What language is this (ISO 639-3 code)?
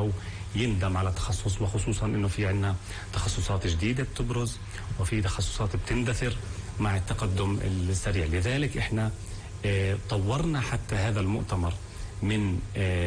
apc